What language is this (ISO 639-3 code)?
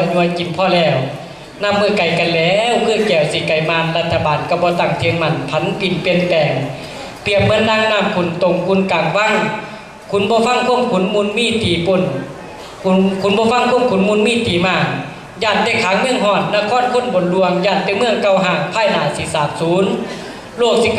tts